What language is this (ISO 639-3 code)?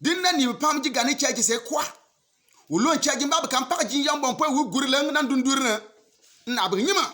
bim